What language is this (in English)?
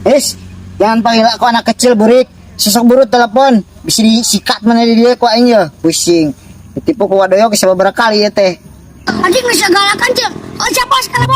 Sundanese